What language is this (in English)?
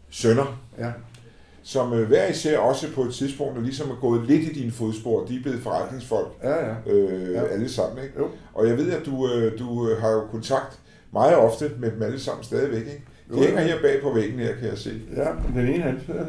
Danish